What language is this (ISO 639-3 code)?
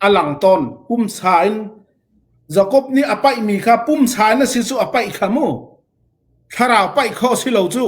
cfm